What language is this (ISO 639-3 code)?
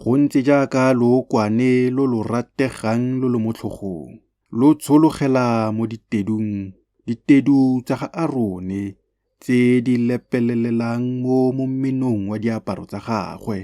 tsn